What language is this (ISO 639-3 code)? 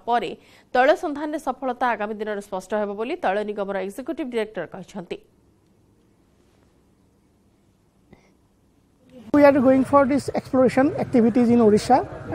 ori